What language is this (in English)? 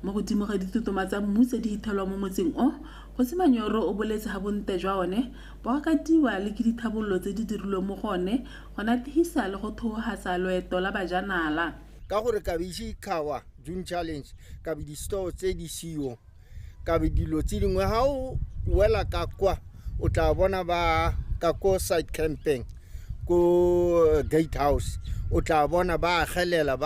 Tswana